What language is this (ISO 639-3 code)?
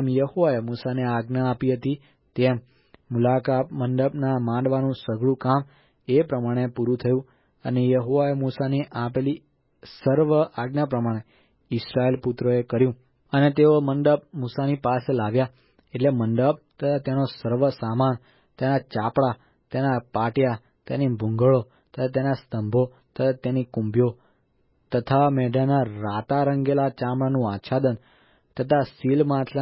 guj